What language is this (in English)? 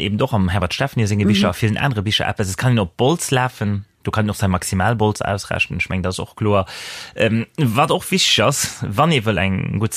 Luxembourgish